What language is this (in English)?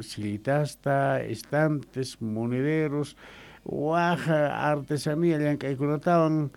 South Bolivian Quechua